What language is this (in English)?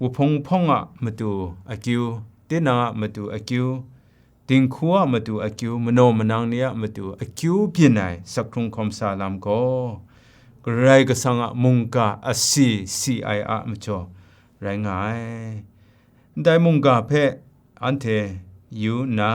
Kachin